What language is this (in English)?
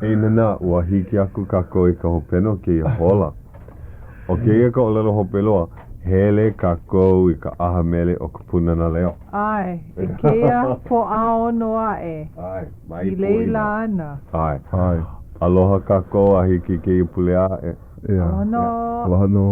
Hawaiian